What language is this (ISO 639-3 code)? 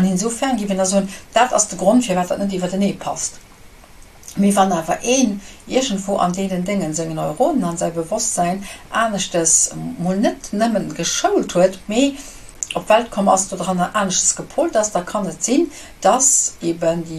ltz